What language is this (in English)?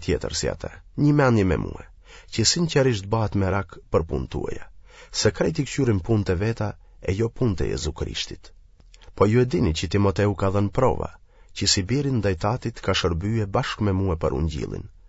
Albanian